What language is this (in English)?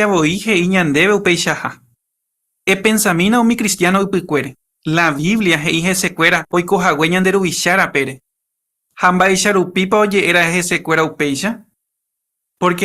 Guarani